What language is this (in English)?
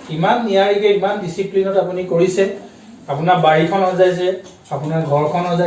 Assamese